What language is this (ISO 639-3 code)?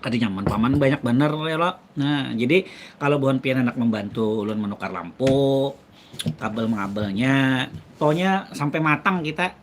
bjn